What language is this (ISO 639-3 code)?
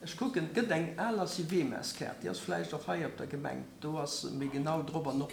ltz